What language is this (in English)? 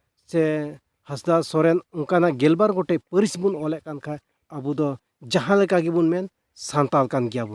Santali